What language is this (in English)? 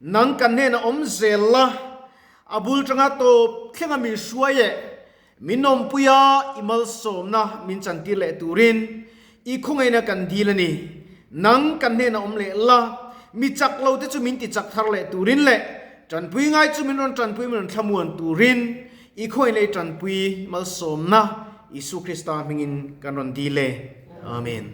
Mizo